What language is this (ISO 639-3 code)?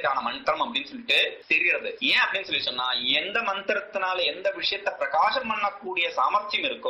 tam